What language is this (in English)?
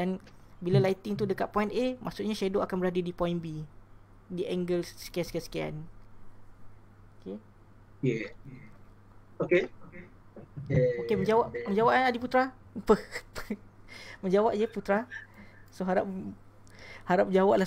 Malay